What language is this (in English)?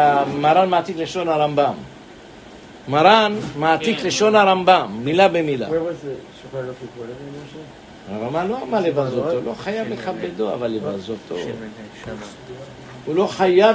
Hebrew